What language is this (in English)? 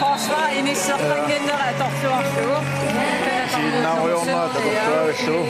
Kalaallisut